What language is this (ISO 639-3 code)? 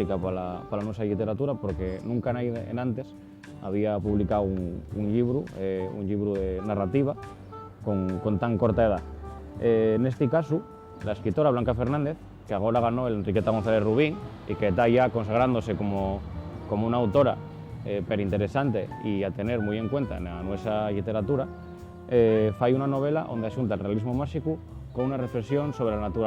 ast